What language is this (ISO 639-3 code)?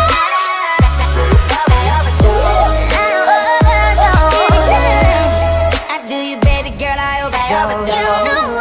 eng